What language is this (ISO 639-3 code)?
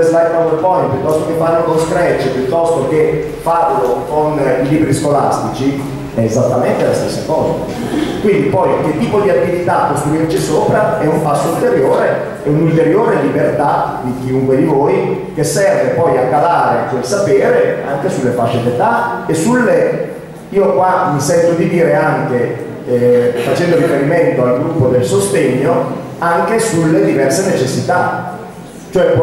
ita